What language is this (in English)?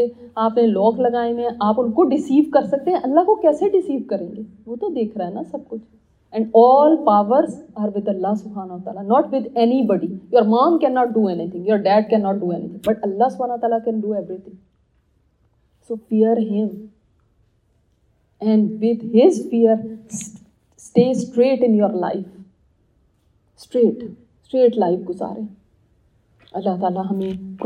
Urdu